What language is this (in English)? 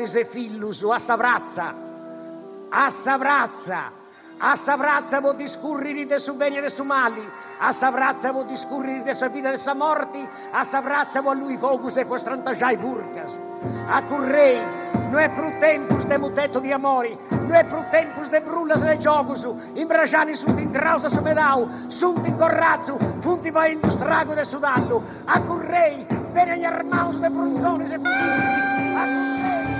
Sardinian